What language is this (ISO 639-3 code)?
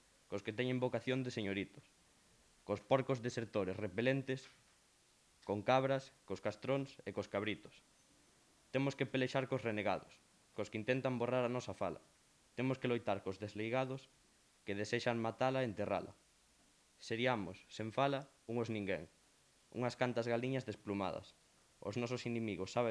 glg